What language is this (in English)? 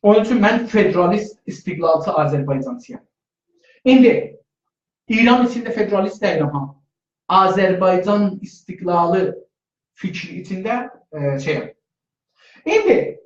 South Azerbaijani